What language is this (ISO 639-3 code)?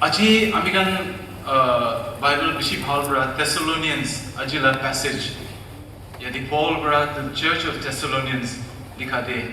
nag